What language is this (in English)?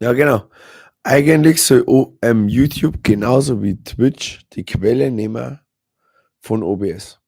Bavarian